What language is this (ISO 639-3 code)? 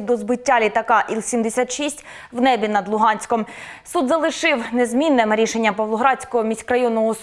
ukr